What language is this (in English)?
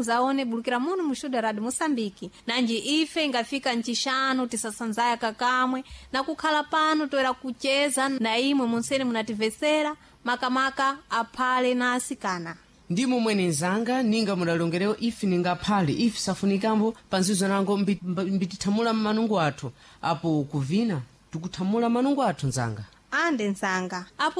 Sena